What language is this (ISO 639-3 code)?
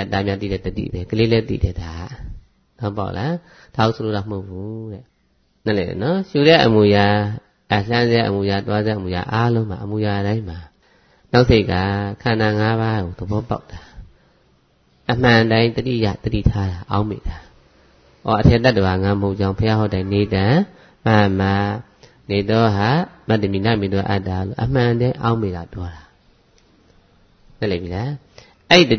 mya